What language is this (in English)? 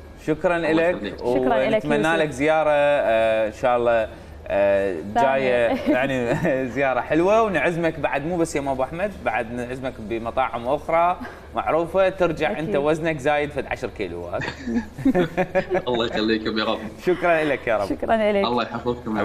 Mesopotamian Arabic